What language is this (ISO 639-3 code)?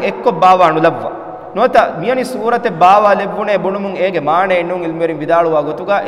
div